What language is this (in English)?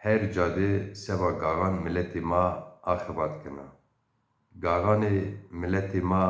Zaza